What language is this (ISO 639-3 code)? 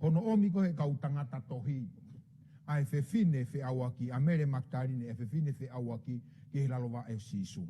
ton